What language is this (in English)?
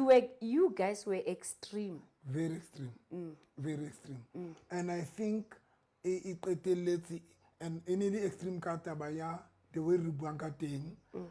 Southern Sotho